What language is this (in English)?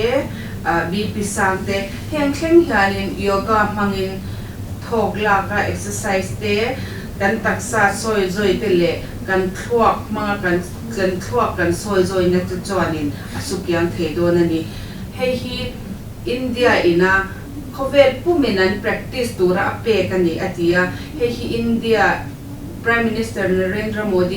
Mizo